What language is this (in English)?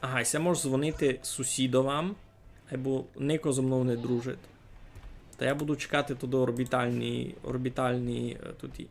Rusyn